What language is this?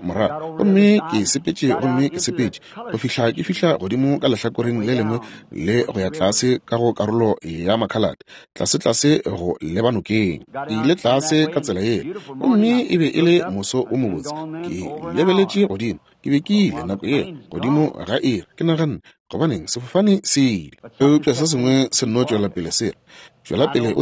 Northern Sotho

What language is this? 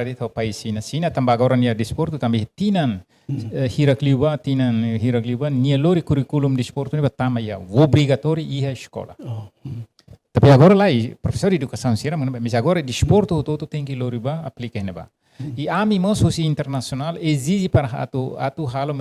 Tetum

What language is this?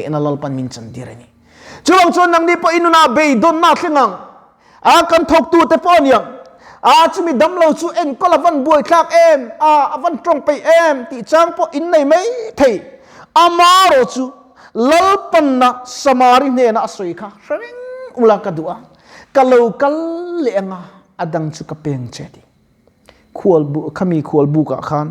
Mizo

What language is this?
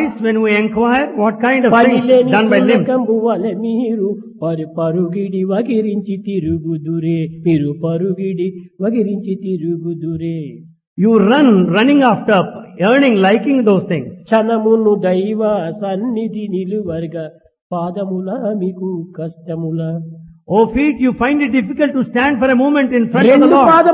Telugu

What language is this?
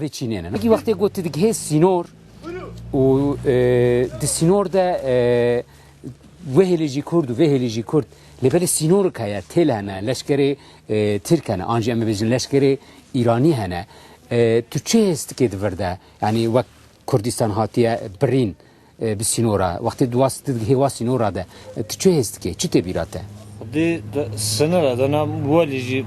Kurdish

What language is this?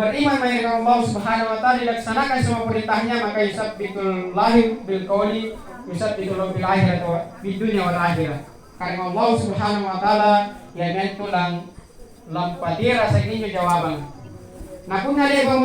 Makasar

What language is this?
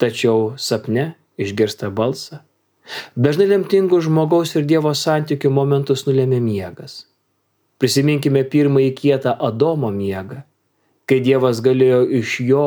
Lithuanian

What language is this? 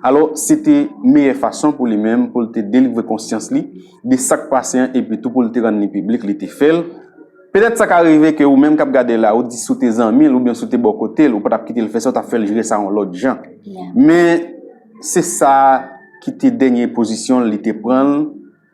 Haitian Creole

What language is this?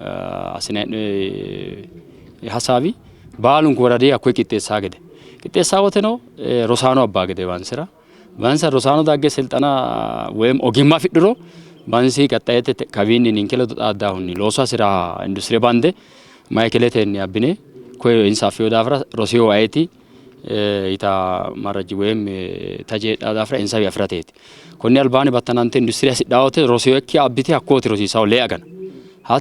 Sidamo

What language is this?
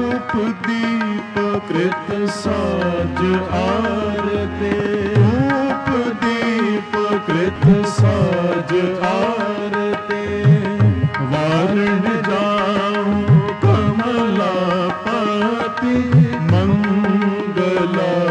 Hindi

